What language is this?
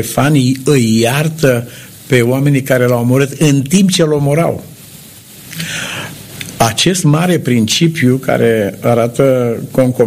Romanian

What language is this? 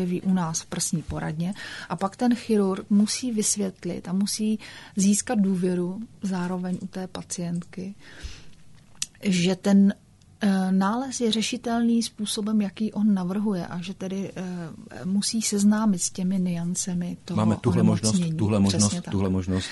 Czech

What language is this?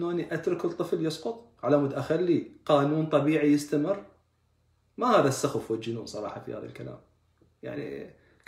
Arabic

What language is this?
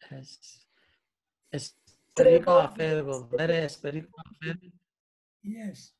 Esperanto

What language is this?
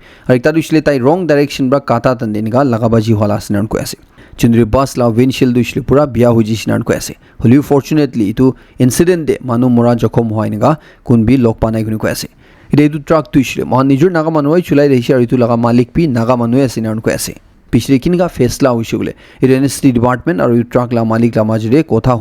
Naga Pidgin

